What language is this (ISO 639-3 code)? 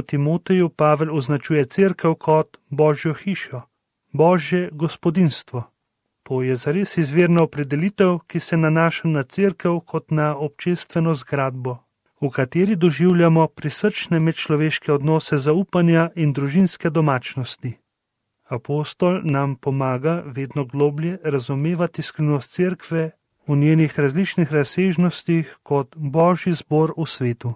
slv